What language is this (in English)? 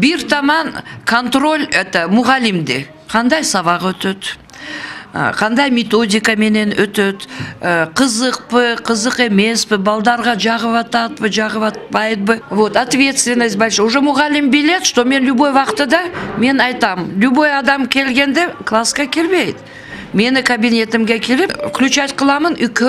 Kyrgyz